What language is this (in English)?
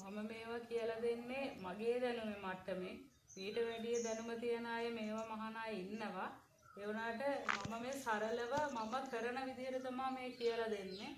Sinhala